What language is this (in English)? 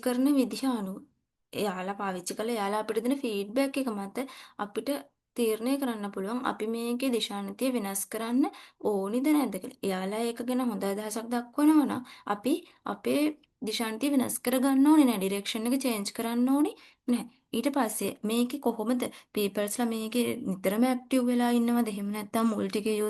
Sinhala